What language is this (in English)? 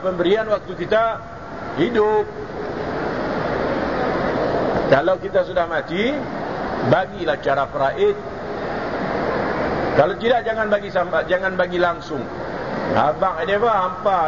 Malay